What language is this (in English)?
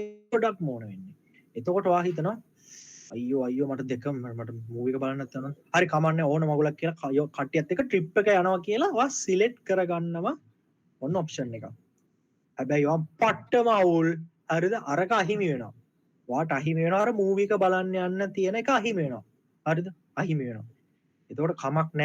Sinhala